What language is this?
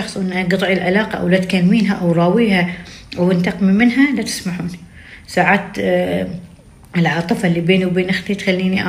Gulf Arabic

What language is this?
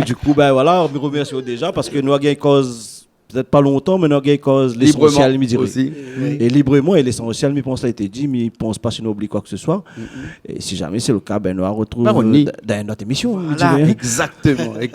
Réunion Creole French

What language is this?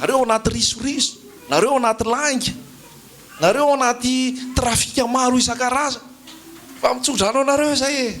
Malagasy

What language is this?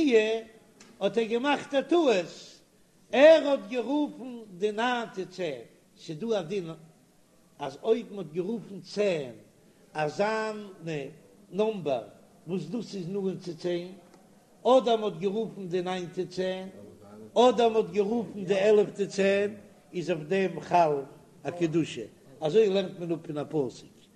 Yiddish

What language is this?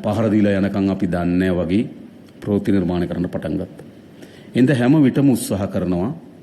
Sinhala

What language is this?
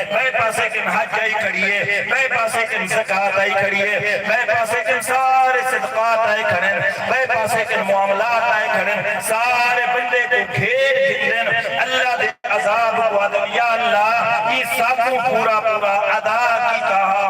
Saraiki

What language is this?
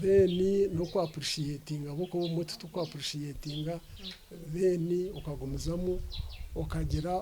Nyankole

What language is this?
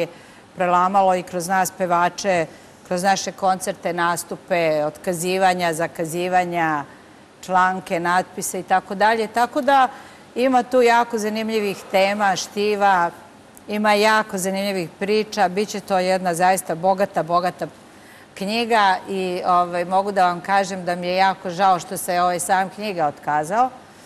Serbian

